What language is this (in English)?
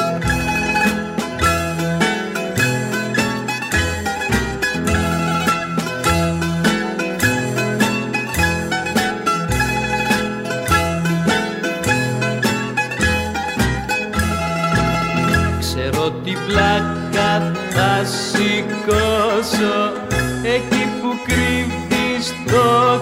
Greek